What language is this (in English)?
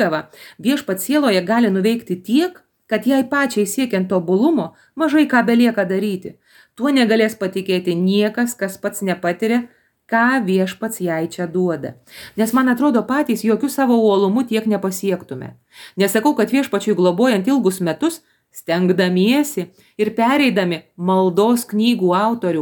Lithuanian